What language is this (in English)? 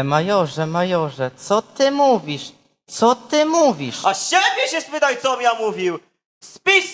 Polish